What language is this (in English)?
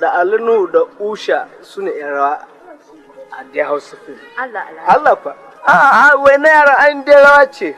Hausa